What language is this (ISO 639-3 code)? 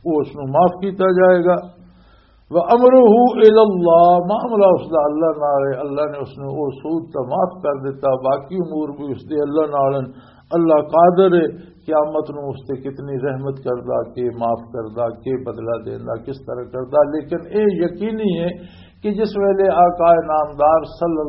lah